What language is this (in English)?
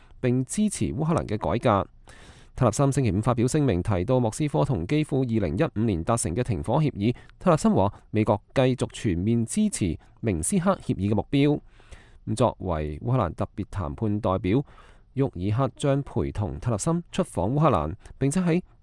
Cantonese